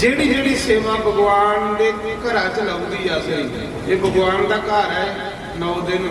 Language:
Dogri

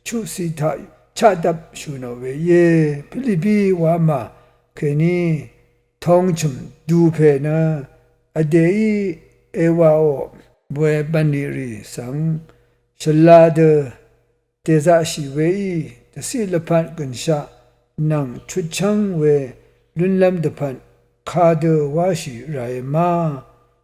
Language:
Rawang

